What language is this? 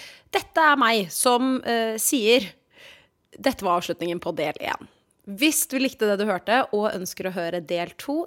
Norwegian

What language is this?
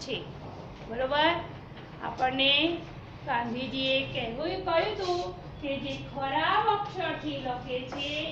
Gujarati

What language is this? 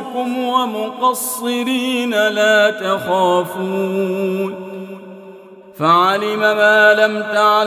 Arabic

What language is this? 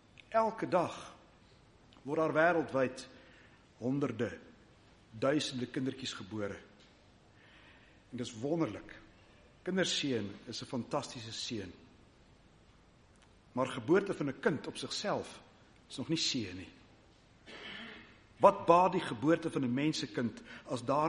Afrikaans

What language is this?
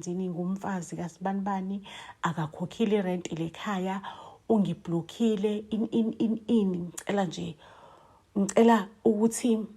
Zulu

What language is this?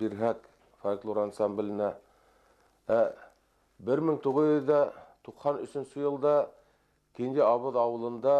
Bashkir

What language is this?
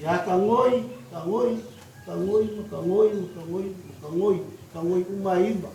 Samoan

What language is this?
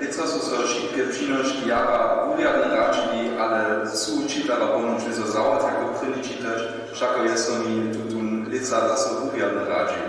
Upper Sorbian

